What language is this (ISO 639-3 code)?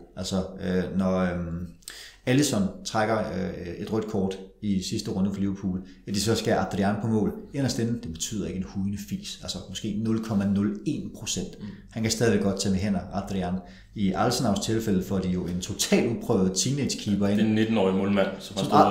dan